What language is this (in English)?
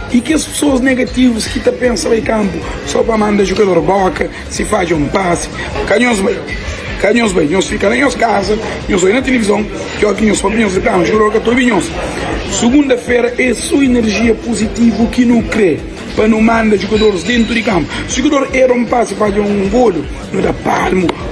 Kabuverdianu